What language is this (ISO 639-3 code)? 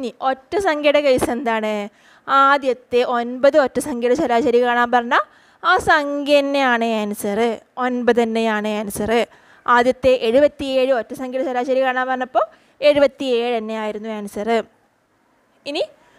mal